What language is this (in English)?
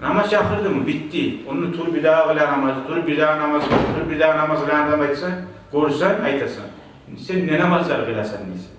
Kumyk